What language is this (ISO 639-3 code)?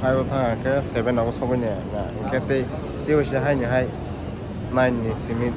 trp